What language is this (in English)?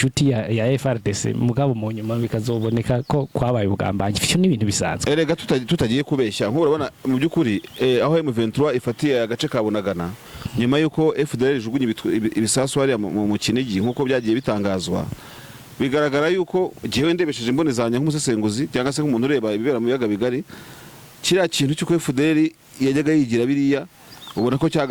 Rundi